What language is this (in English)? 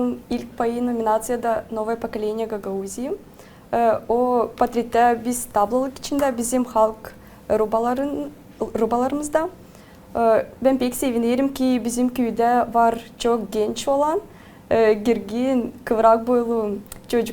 Gagauz